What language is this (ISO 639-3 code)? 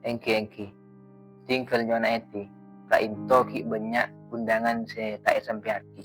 mad